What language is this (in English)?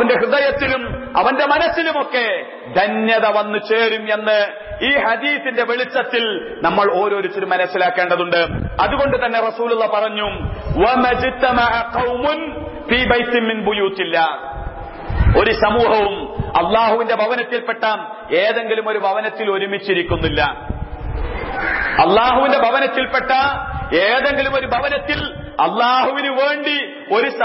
Malayalam